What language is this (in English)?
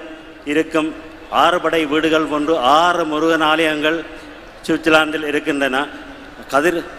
Tamil